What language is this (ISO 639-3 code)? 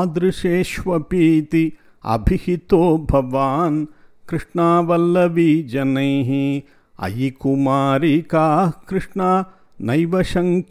san